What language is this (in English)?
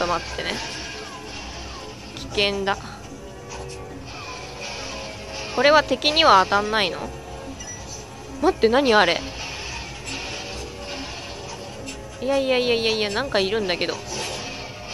Japanese